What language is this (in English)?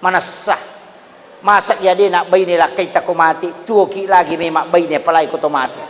Buginese